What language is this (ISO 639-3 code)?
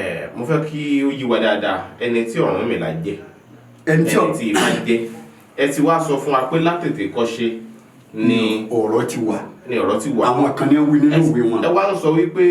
yor